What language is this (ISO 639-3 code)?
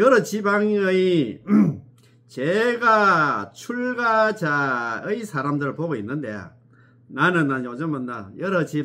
kor